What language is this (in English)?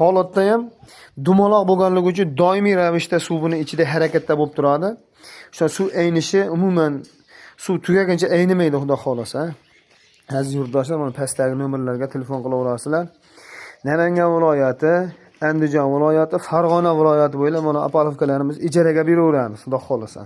Uzbek